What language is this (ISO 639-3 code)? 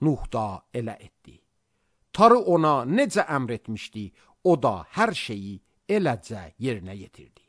aze